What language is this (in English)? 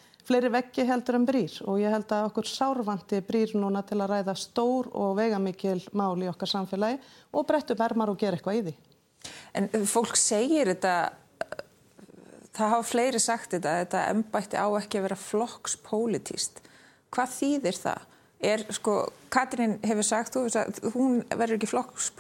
Icelandic